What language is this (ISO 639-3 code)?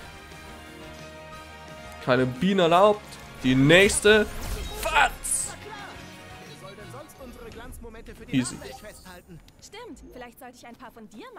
deu